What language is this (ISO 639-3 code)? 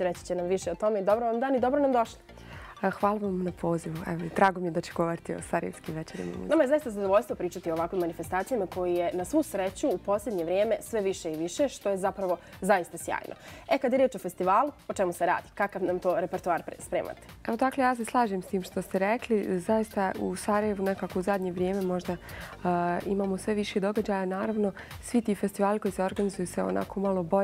bos